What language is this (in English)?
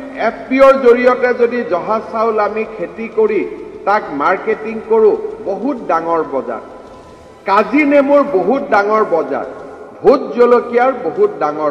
Assamese